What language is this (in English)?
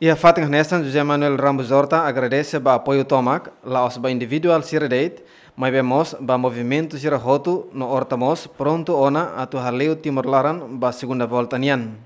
Tetum